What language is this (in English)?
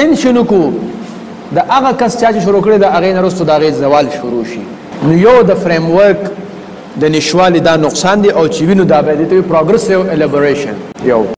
Pashto